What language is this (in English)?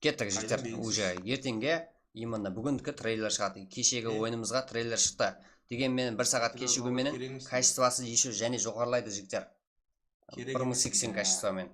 Kara-Kalpak